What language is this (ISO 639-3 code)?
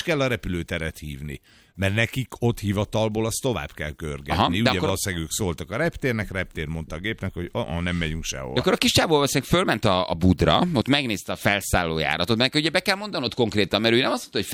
hun